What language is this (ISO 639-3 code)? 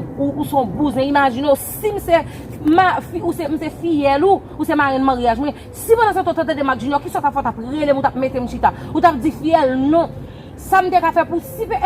hat